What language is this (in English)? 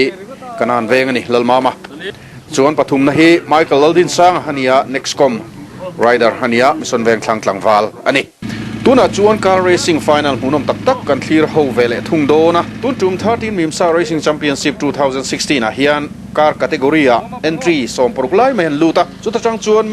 Mizo